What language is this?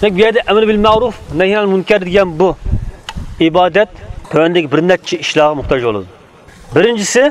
Uyghur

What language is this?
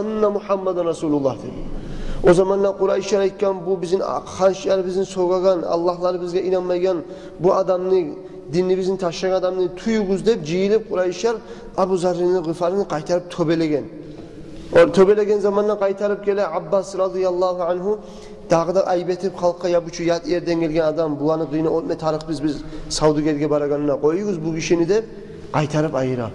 Kumyk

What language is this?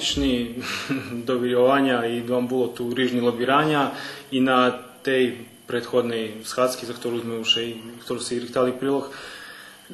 Rusyn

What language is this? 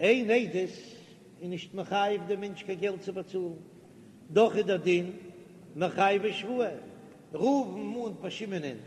Yiddish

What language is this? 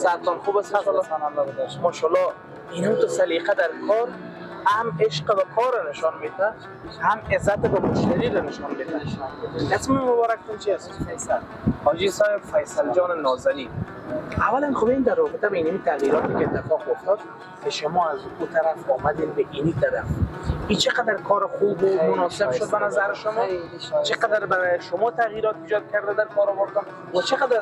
Persian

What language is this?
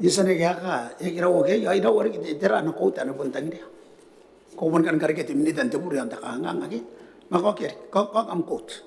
Gilbertese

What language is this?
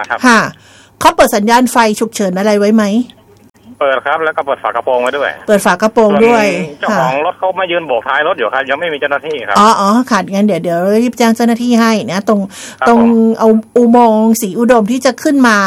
Thai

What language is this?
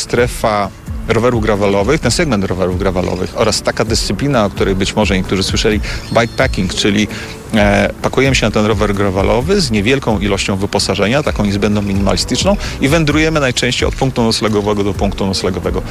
Polish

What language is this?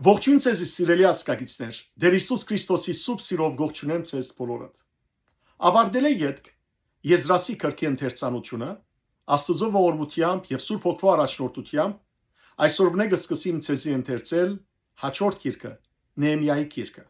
Western Armenian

